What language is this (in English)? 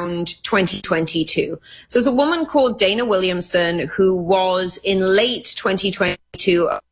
English